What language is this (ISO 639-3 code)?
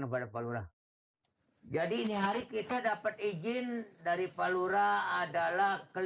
bew